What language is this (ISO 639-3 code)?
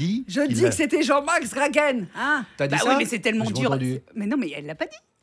fra